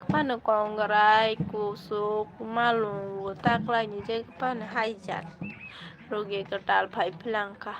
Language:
Kok Borok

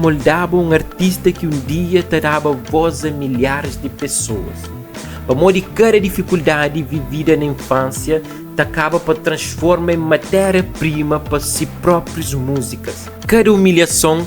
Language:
Kabuverdianu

